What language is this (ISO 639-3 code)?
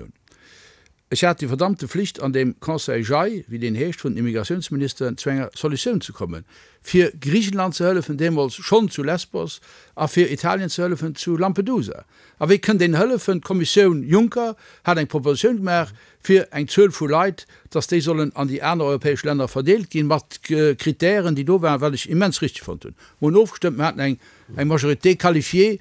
ltz